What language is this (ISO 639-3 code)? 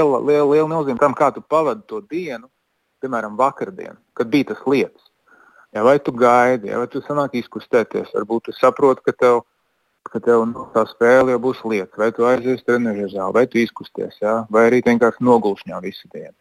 lav